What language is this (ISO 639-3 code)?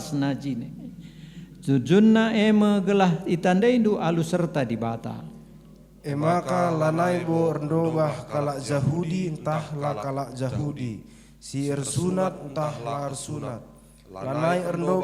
btx